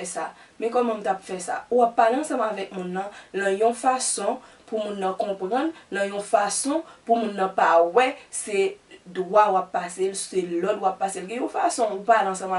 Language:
Haitian Creole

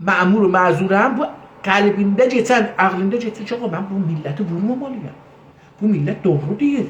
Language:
South Azerbaijani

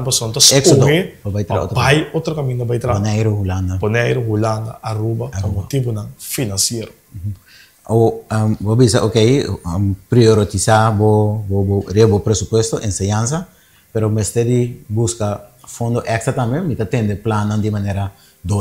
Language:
Papiamento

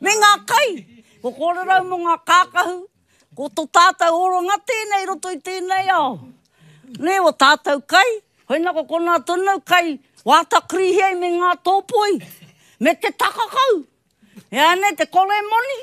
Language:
Māori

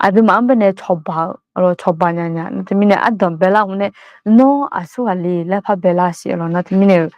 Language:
Akha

